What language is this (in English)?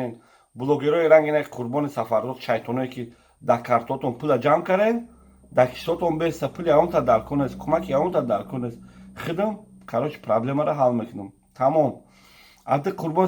Tajik